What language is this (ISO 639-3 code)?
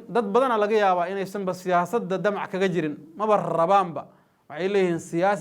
som